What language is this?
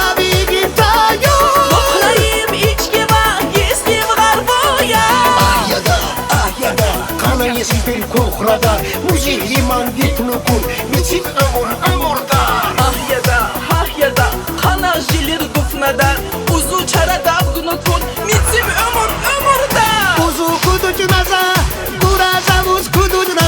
Tabassaran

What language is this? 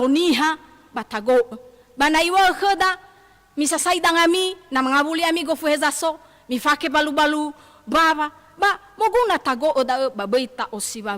Nias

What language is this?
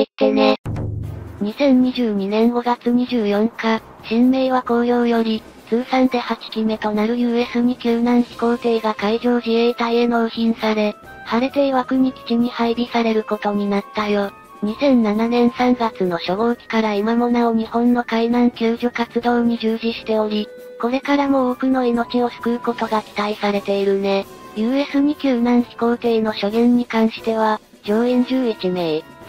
Japanese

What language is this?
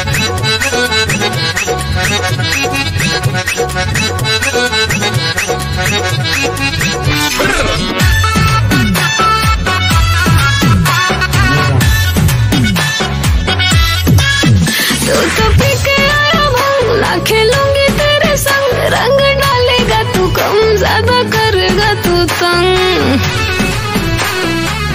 Bhojpuri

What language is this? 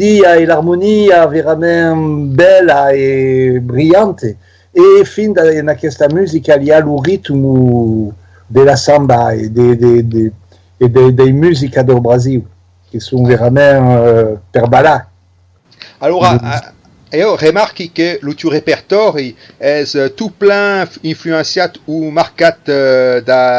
Occitan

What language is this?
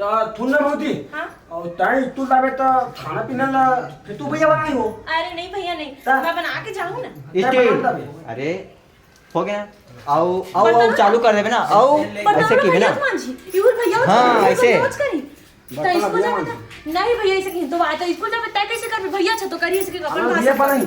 Chhattisgarhi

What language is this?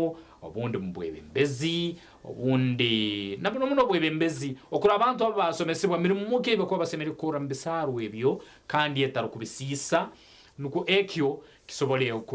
Nyankole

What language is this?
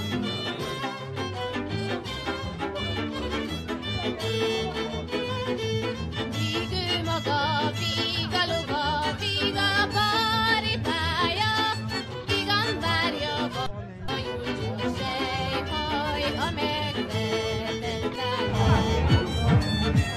Hungarian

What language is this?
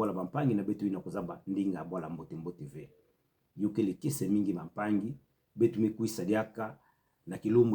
Kituba (Democratic Republic of Congo)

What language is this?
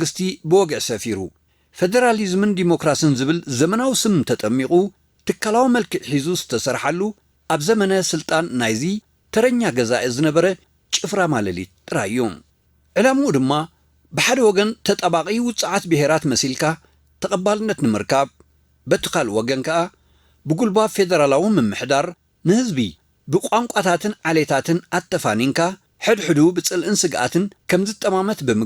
Tigrinya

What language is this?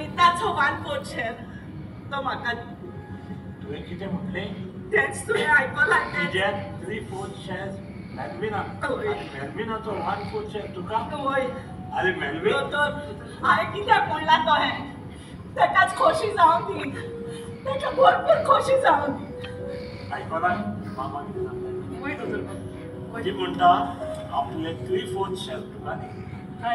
Konkani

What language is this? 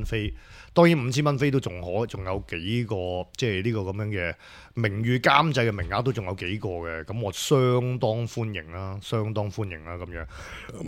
Cantonese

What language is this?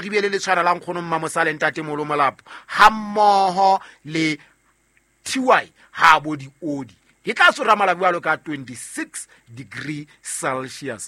Southern Sotho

